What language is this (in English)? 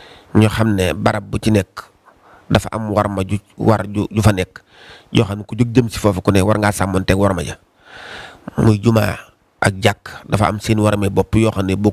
Wolof